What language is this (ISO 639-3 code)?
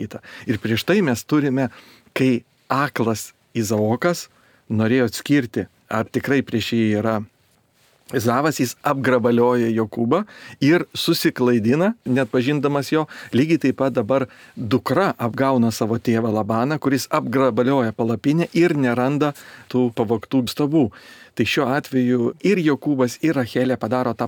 lit